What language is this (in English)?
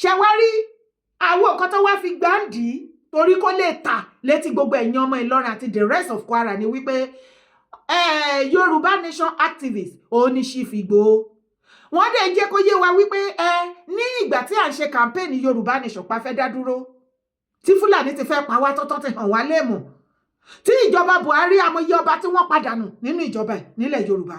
Yoruba